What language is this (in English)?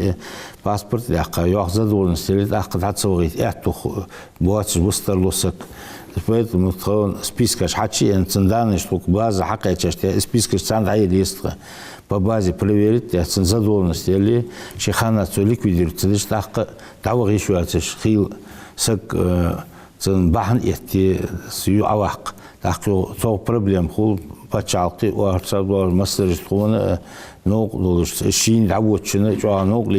Ingush